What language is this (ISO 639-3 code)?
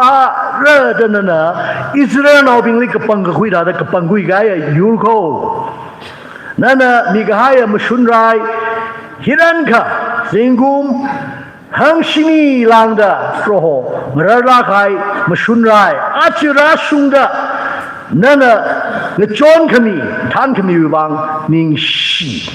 nmf